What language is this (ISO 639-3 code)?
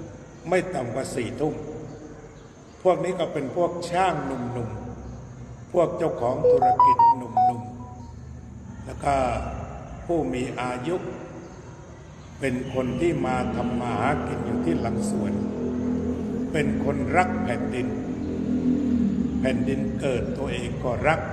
tha